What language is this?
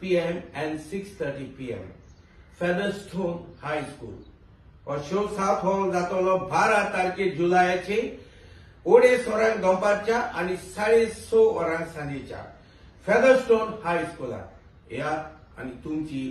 Konkani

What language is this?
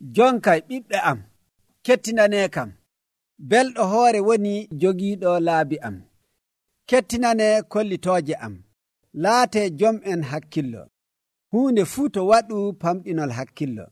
Nigerian Fulfulde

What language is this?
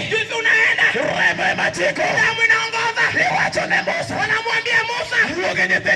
Luo (Kenya and Tanzania)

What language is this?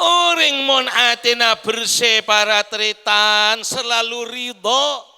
Madurese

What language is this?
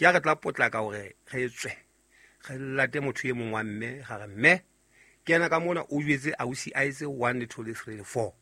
Southern Sotho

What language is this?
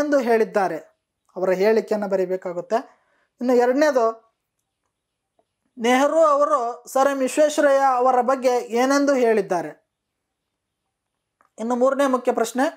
Kannada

